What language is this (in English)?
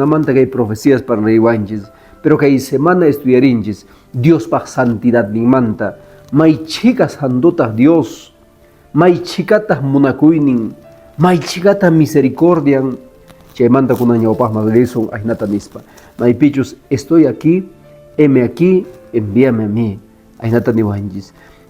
Quechua